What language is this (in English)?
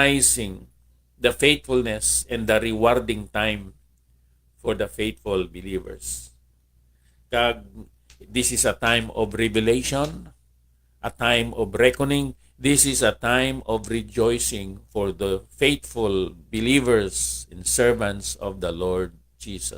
Hiligaynon